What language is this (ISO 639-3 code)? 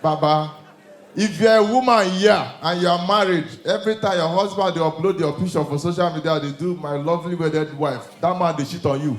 pcm